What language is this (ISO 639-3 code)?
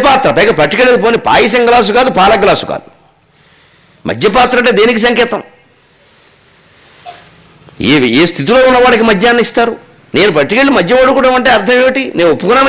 tel